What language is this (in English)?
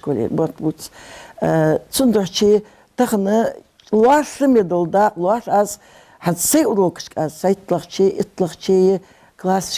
Ingush